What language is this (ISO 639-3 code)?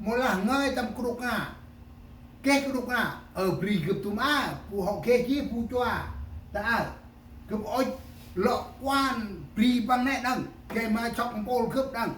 cmo